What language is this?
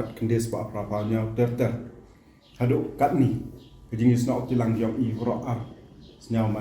Pnar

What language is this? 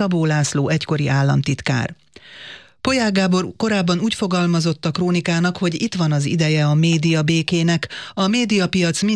Hungarian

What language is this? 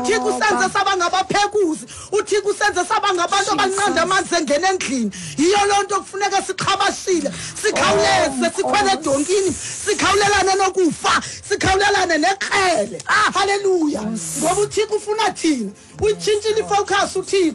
Xhosa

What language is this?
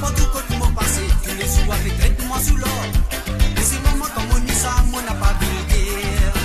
Morisyen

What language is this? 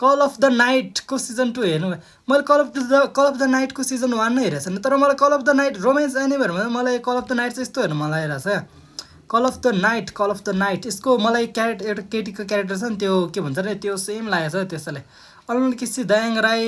Nepali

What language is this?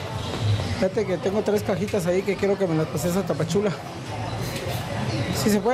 Spanish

